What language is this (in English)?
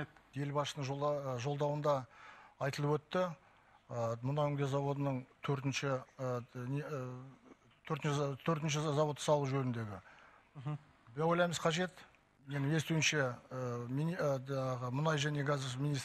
Kazakh